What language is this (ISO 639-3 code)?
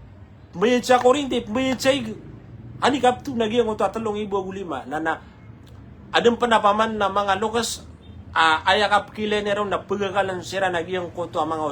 mrw